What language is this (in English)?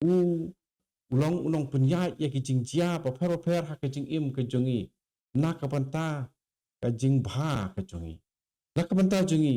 Khasi